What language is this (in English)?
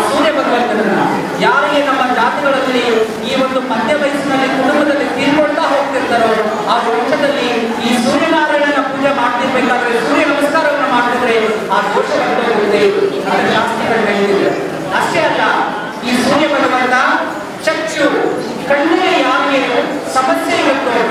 Kannada